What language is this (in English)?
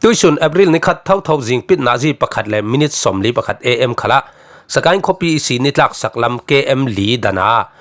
Falam Chin